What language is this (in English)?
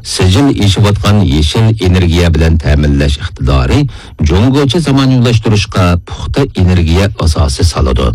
Uyghur